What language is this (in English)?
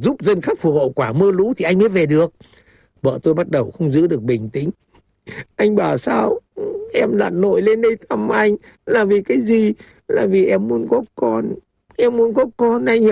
Vietnamese